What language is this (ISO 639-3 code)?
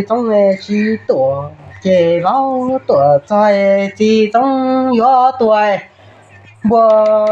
hmn